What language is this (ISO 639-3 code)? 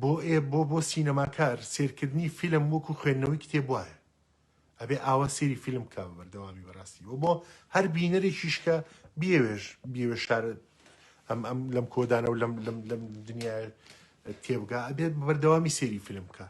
ckb